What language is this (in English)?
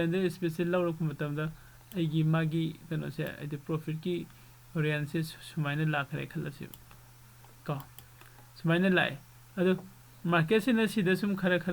Manipuri